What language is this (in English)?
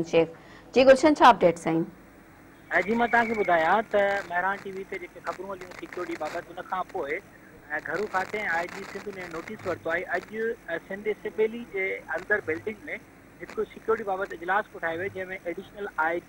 Sindhi